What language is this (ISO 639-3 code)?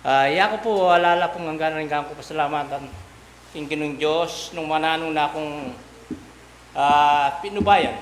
pam